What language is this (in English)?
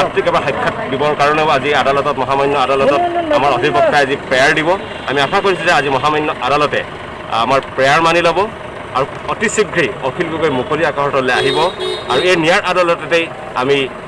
Assamese